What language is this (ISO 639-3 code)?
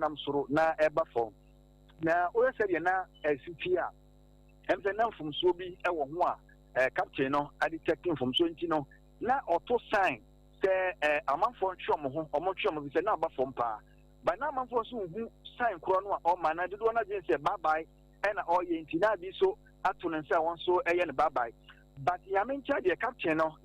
aka